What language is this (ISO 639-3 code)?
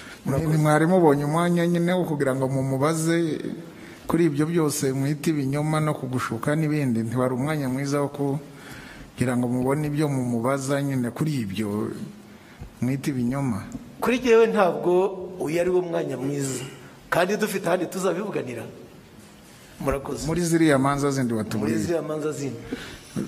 kin